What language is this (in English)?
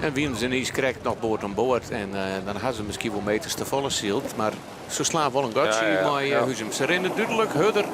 Western Frisian